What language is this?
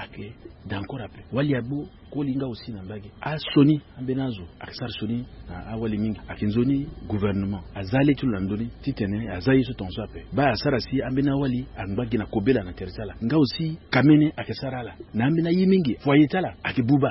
Sango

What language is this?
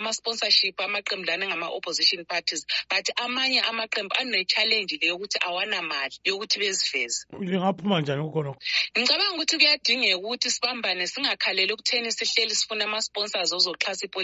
North Ndebele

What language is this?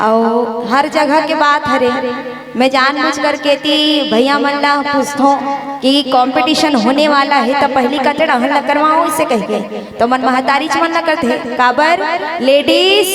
Chhattisgarhi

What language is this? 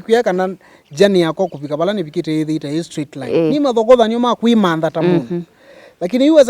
Kamba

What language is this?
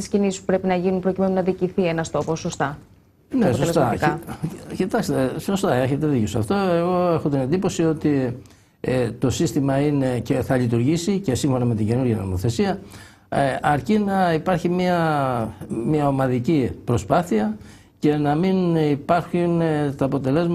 Greek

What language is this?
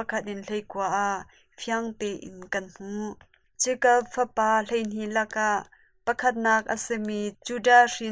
Hakha Chin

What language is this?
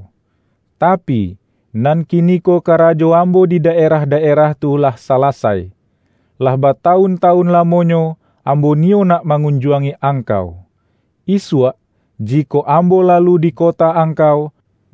Minangkabau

